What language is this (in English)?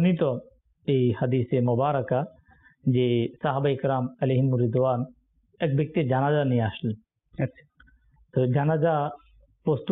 Bangla